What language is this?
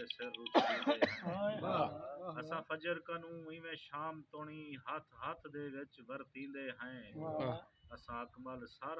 Saraiki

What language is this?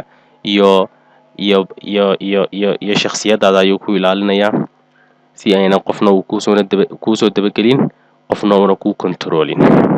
Somali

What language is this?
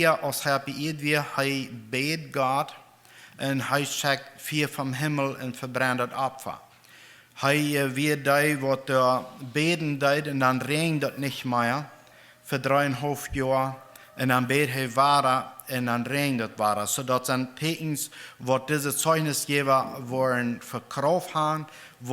Plautdietsch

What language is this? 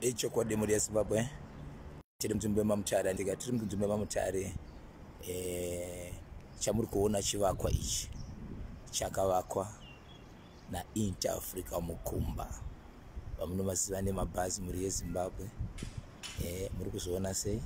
Shona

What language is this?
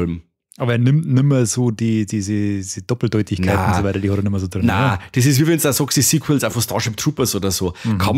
Bavarian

